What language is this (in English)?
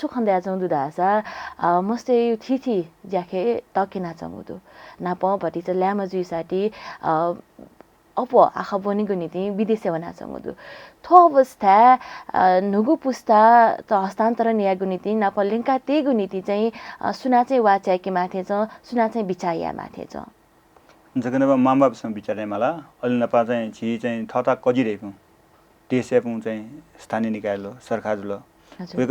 Newari